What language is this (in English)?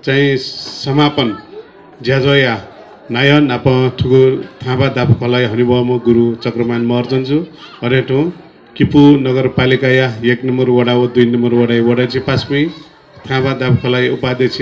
Newari